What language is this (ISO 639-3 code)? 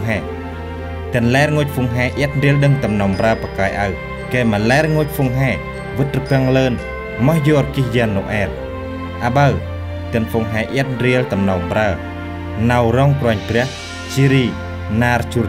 cmo